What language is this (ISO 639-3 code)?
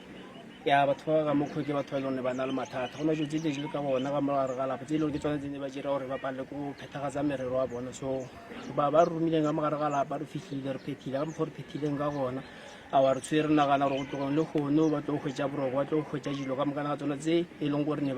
nso